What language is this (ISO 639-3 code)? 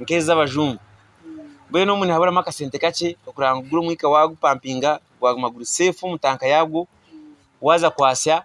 nyn